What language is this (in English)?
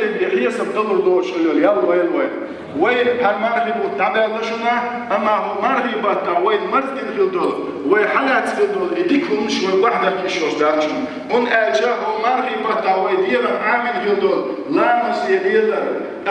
Chechen